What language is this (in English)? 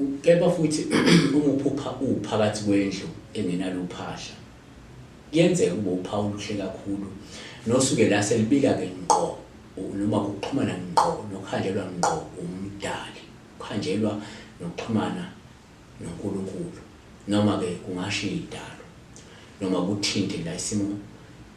Zulu